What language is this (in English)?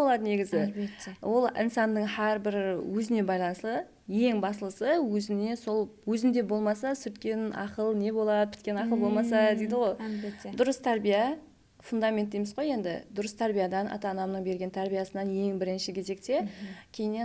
Kara-Kalpak